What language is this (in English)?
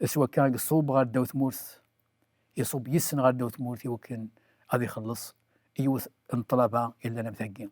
Kabyle